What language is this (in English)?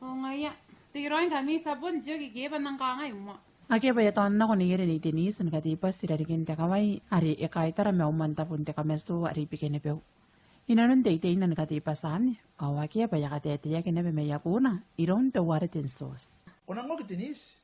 Gilbertese